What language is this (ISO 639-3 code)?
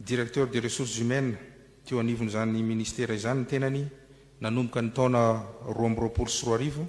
mlg